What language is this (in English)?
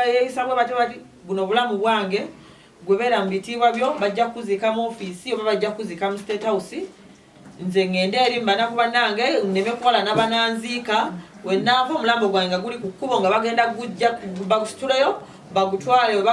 Ganda